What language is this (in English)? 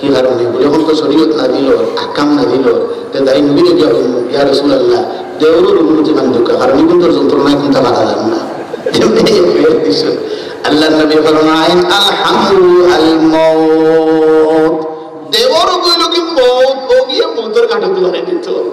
Sylheti